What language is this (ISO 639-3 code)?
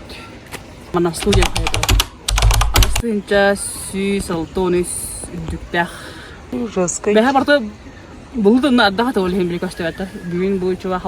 sah